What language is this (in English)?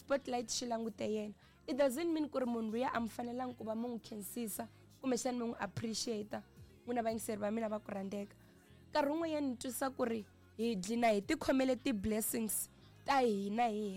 Tsonga